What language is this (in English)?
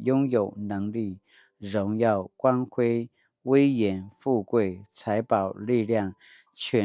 Paiwan